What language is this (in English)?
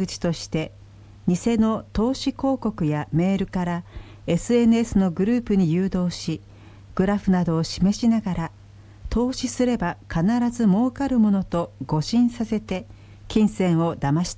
Japanese